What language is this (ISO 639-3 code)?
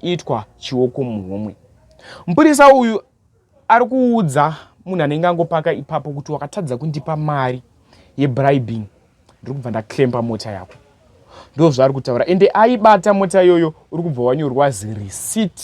sna